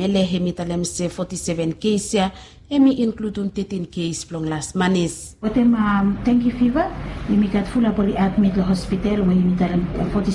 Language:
Bislama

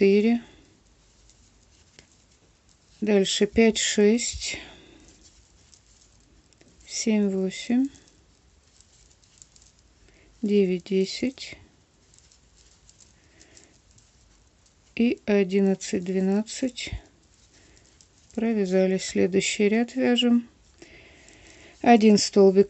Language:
Russian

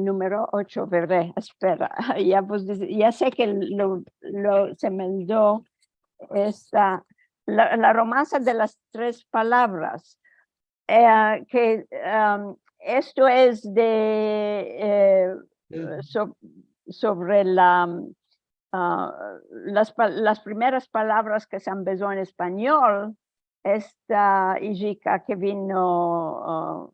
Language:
Ladino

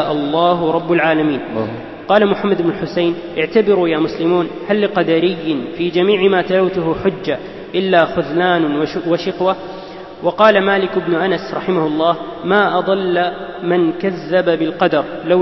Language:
Arabic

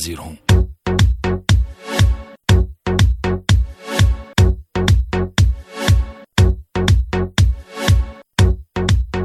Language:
Hindi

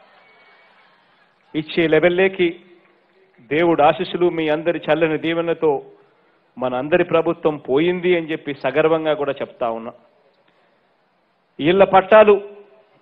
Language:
Telugu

